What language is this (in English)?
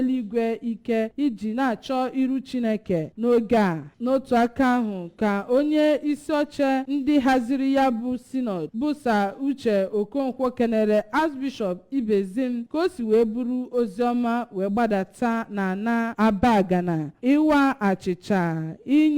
Igbo